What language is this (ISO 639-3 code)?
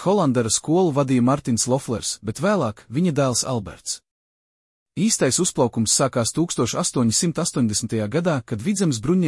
lav